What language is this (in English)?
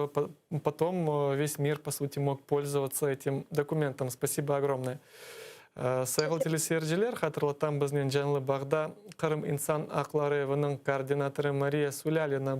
Crimean Tatar